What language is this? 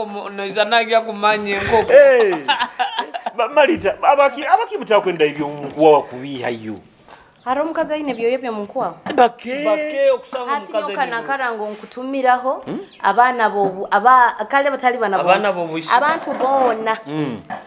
Nyoro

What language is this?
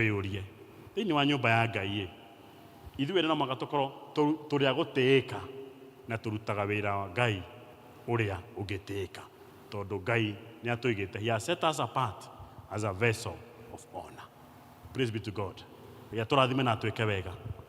Kikuyu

